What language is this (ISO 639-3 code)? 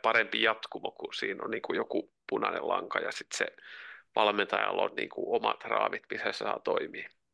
fin